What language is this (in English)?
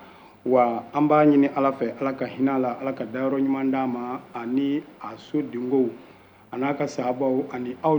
Bambara